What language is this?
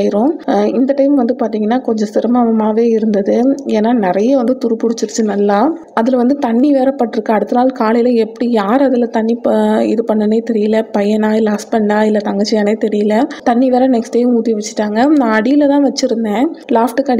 Tamil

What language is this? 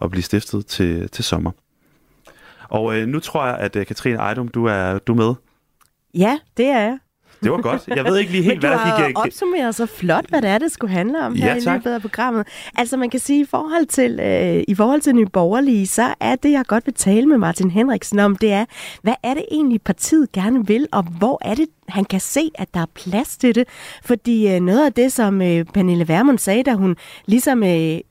Danish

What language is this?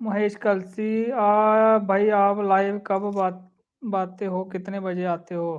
Dogri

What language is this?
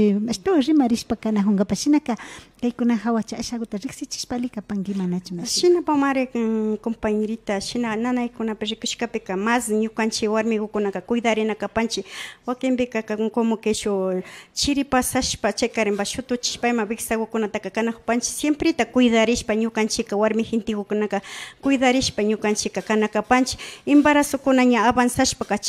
Imbabura Highland Quichua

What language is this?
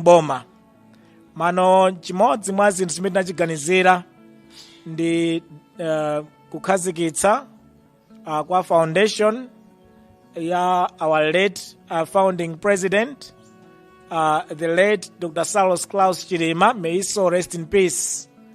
Nyanja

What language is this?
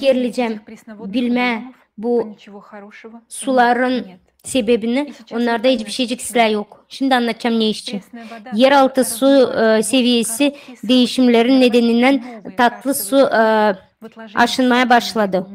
Gagauz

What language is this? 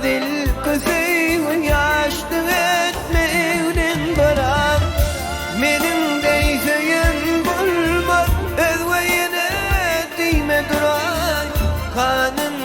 Turkmen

